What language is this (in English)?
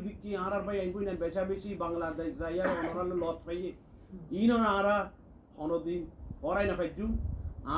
Rohingya